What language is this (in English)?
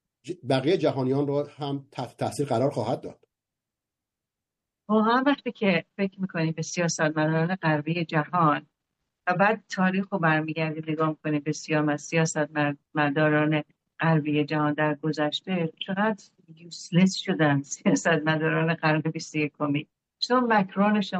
Persian